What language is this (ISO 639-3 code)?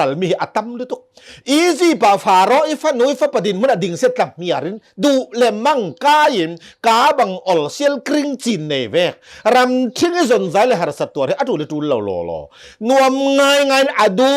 cnh